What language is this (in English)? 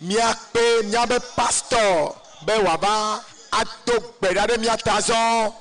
Ewe